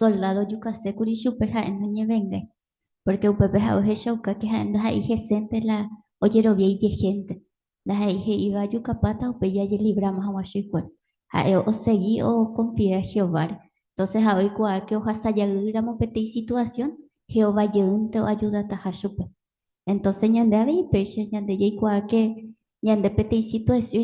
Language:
Guarani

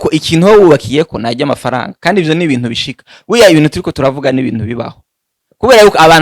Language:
Rundi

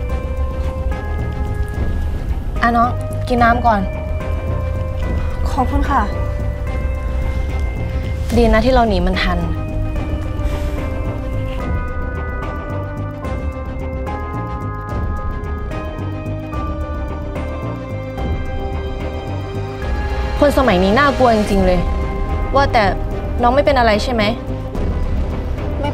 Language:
Thai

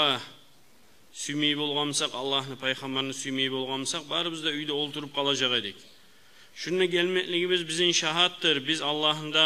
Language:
Kumyk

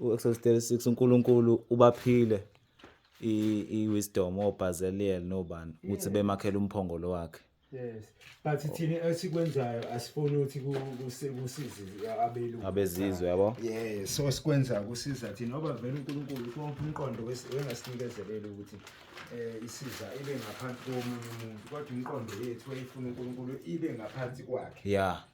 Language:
Zulu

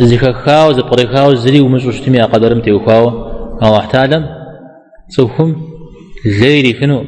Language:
Kabardian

